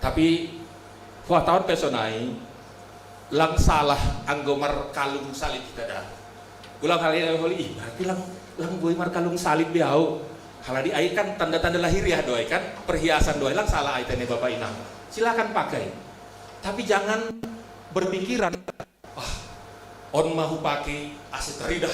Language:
Batak Simalungun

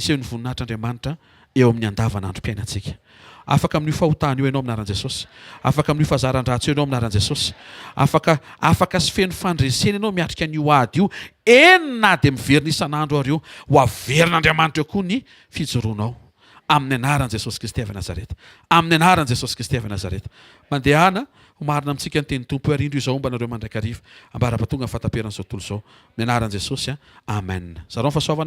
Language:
Malagasy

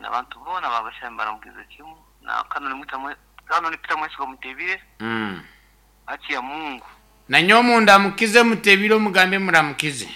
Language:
Nyankole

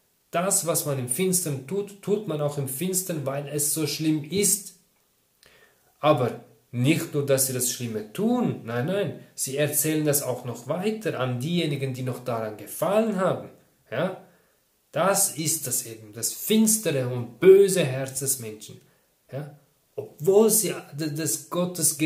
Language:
German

